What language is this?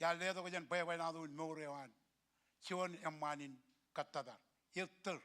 Marshallese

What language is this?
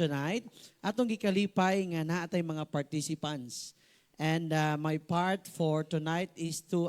Cebuano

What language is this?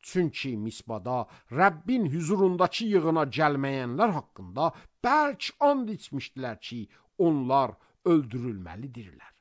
Azerbaijani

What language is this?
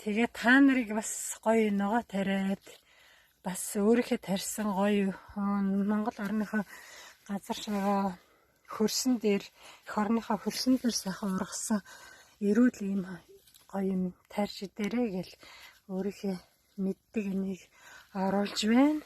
Mongolian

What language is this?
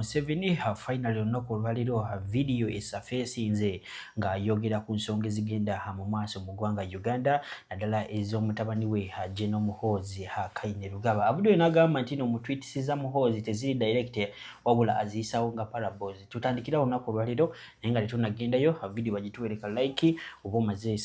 Ganda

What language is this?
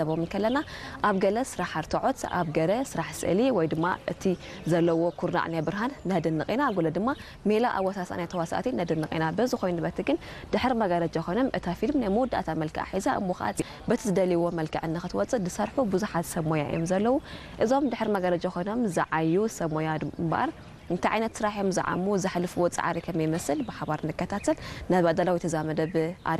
Tigrinya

